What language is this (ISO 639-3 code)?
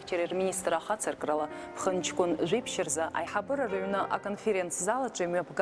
abk